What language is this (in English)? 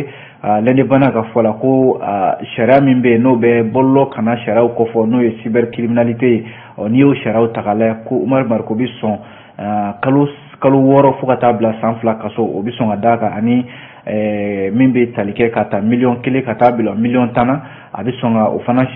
Bambara